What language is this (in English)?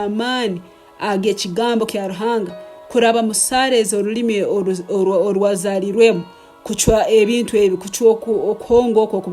Nyoro